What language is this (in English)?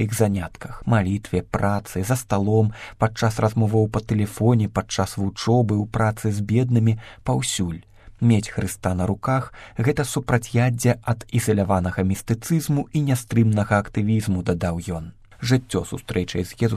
Belarusian